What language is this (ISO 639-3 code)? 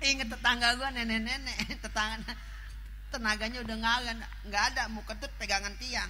bew